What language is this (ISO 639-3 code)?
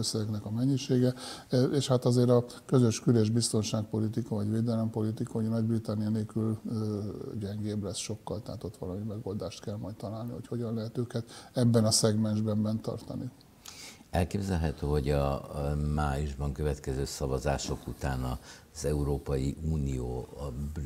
hun